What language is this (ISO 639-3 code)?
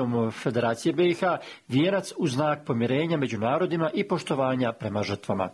bos